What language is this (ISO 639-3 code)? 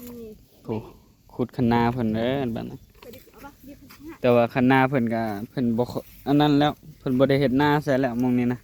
tts